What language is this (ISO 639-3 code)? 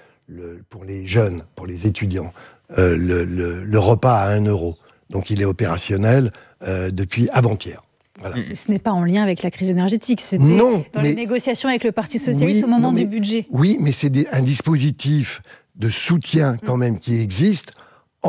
fra